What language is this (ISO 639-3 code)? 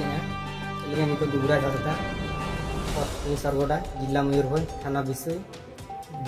sat